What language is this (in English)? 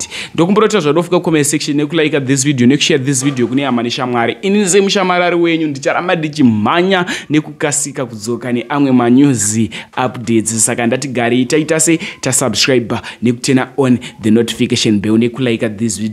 Shona